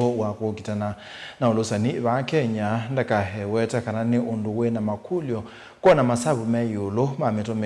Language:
Kamba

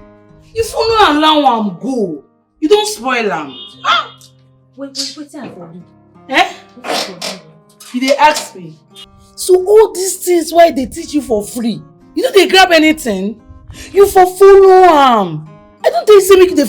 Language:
Nigerian Pidgin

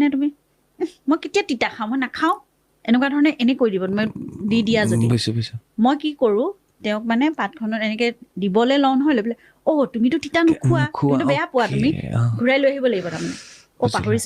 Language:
Assamese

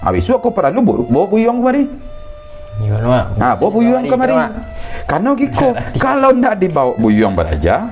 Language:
Minangkabau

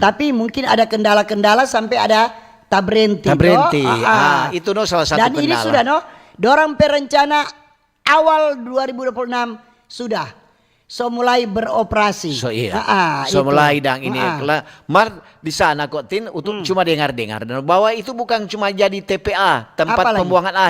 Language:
Manado Malay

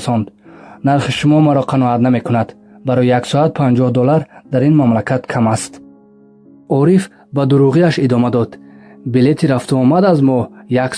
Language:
Tajik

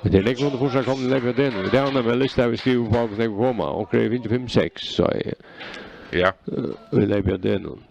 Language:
Faroese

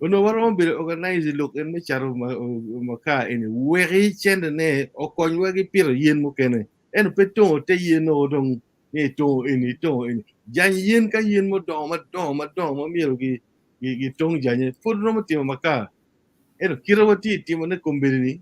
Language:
Acoli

